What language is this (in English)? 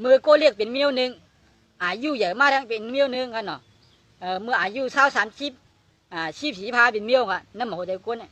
Shan